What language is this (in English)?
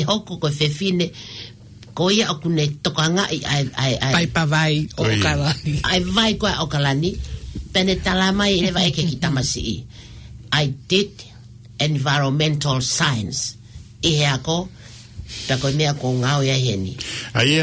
Tongan